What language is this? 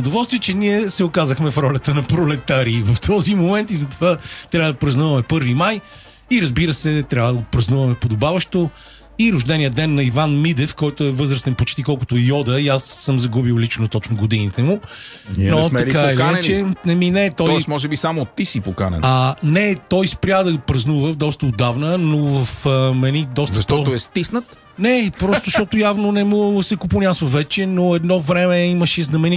Bulgarian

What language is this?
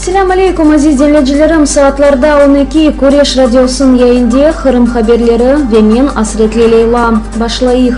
Crimean Tatar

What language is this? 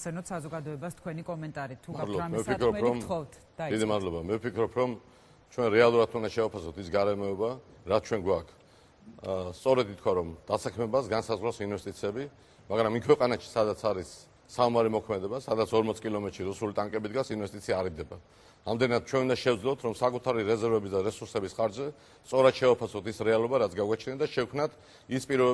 Georgian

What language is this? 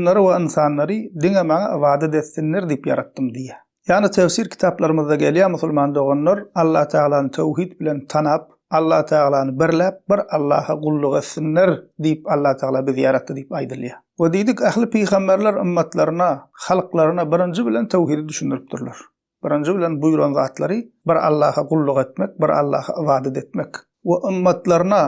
Turkmen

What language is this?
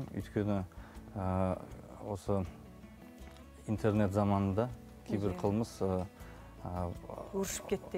Kazakh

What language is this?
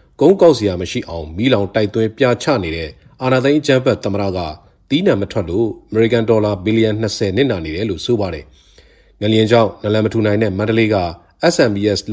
Burmese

